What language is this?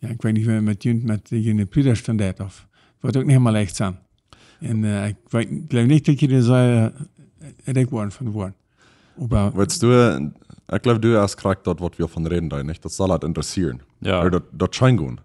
Plautdietsch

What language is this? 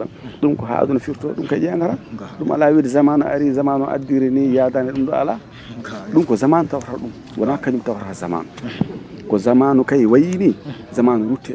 Fula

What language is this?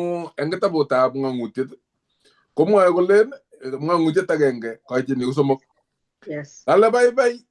Kalenjin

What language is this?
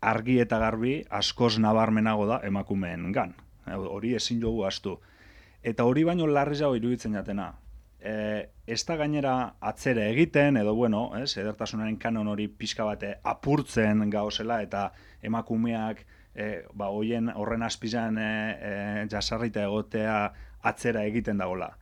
Basque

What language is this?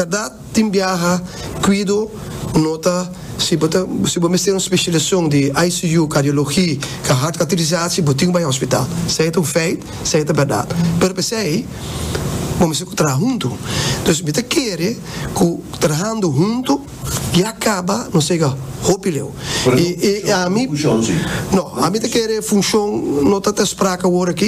Papiamento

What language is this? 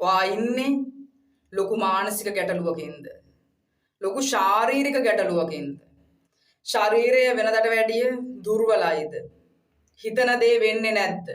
Sinhala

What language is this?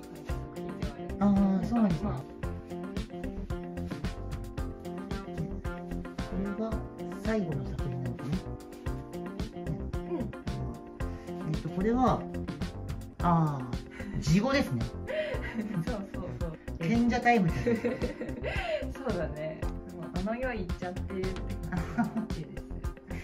Japanese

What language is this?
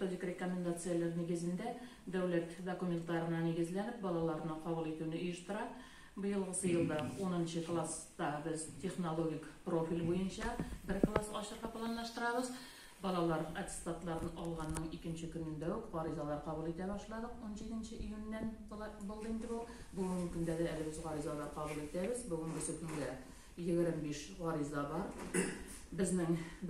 Tatar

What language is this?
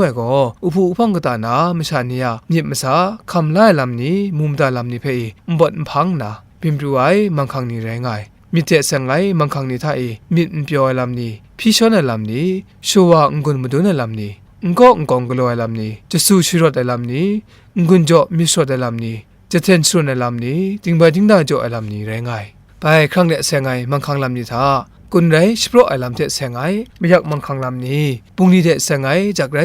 Kachin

